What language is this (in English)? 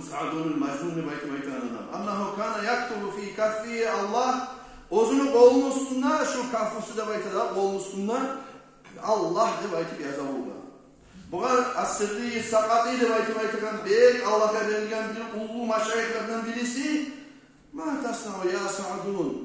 Kumyk